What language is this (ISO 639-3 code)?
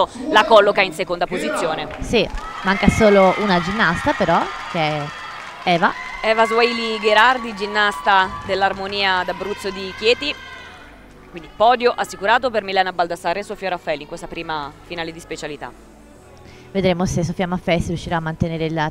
ita